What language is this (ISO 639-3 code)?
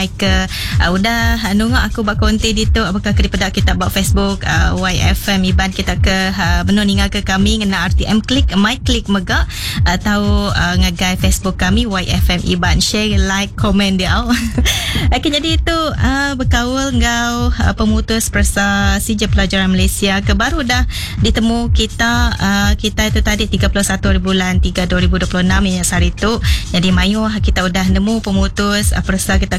iba